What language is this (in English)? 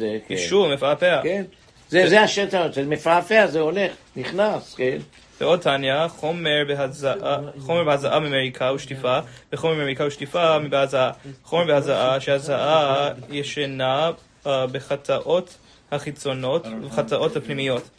Hebrew